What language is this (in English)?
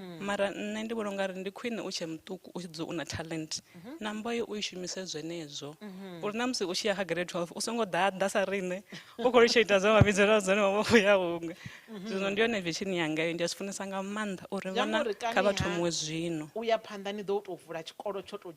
Venda